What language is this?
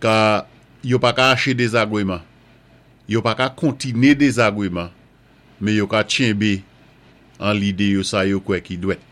Saint Lucian Creole French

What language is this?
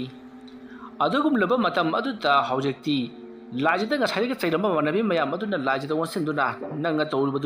Manipuri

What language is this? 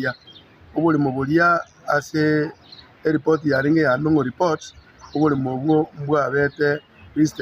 Gusii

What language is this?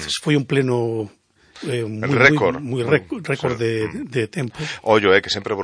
Galician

